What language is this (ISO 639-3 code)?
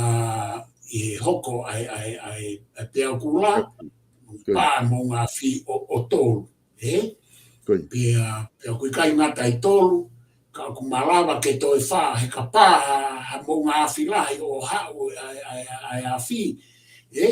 ton